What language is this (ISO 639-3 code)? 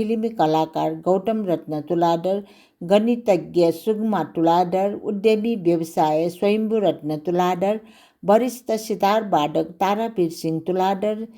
new